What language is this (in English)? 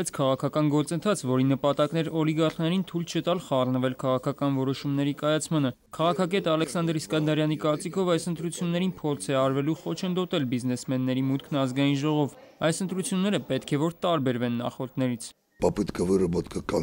Armenian